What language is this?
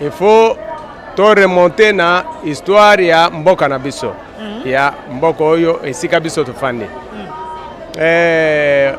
Lingala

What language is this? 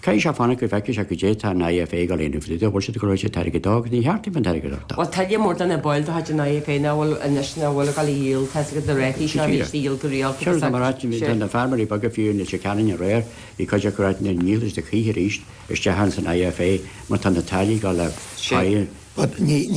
Irish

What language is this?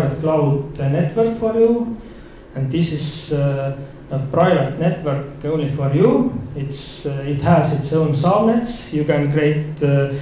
English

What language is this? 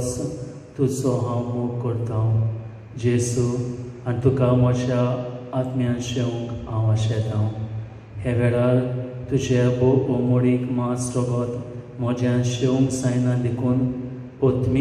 Konkani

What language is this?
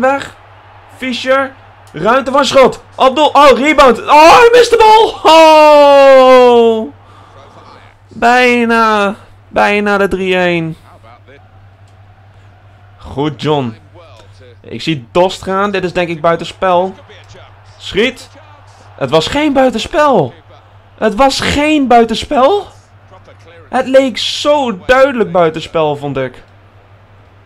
Dutch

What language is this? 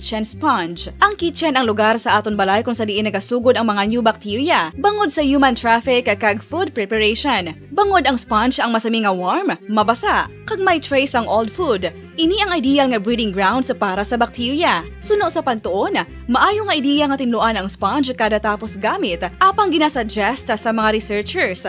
Hiligaynon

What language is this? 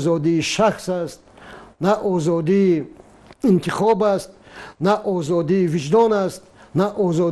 Tajik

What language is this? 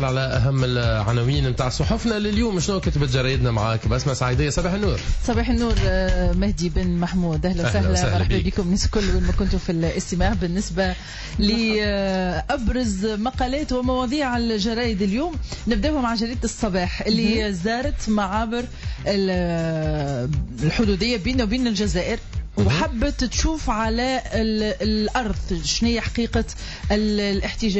Tunisian Arabic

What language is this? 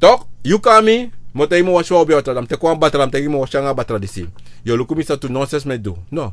Sranan Tongo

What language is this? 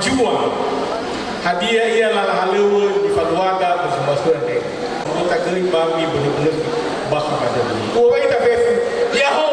Nias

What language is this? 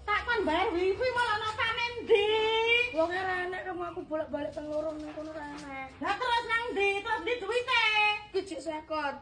Javanese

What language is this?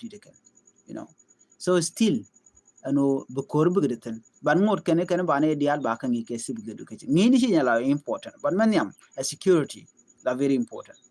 Nuer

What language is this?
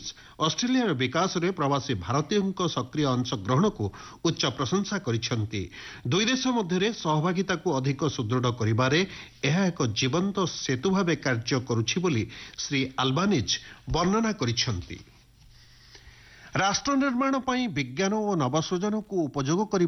Odia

